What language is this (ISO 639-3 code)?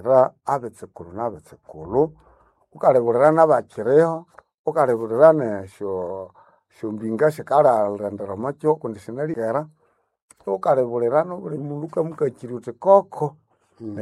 nnb